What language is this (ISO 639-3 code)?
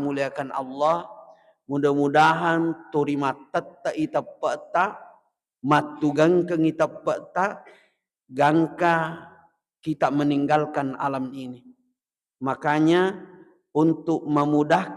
bug